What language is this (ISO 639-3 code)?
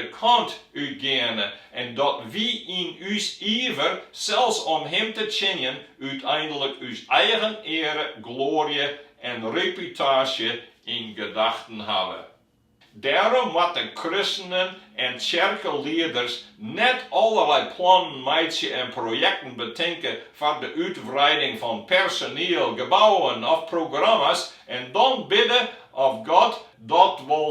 fry